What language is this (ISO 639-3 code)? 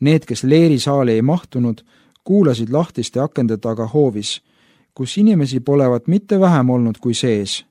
est